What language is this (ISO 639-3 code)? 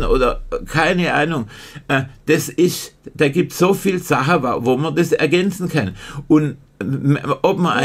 deu